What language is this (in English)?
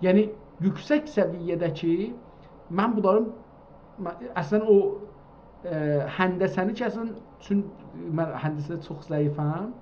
South Azerbaijani